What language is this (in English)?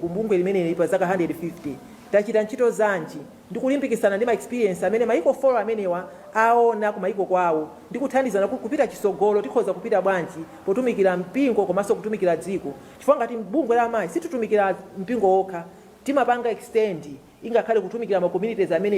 Nyanja